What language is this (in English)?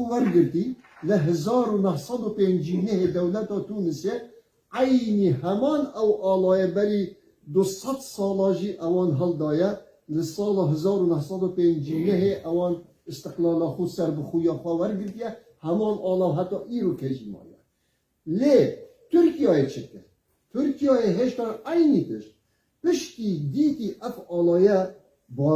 Kurdish